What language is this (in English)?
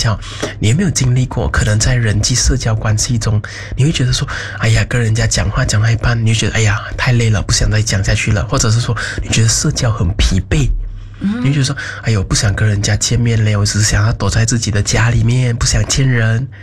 Chinese